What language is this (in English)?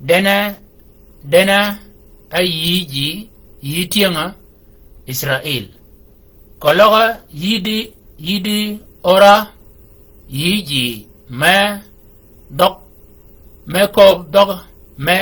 Shilluk